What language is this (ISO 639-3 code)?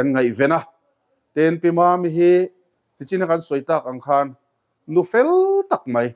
lus